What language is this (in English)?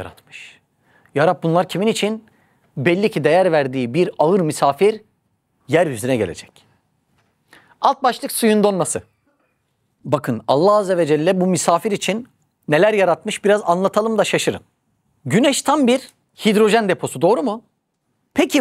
Turkish